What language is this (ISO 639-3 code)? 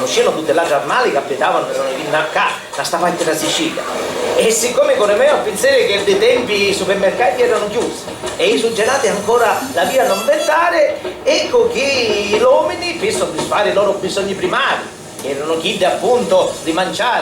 scn